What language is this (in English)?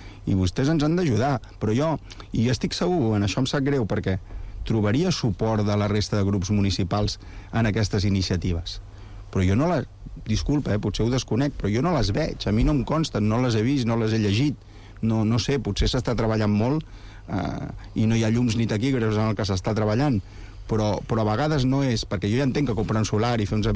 Catalan